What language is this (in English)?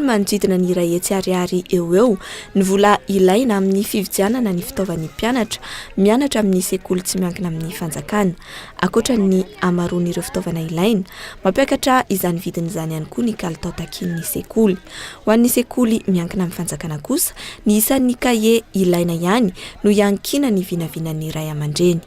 Malagasy